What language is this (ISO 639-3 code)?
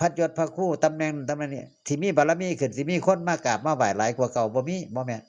tts